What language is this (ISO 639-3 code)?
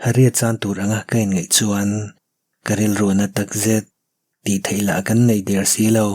lus